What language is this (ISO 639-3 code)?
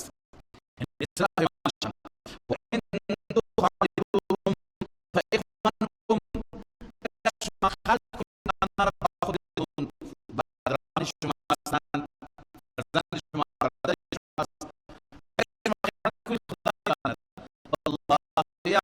fas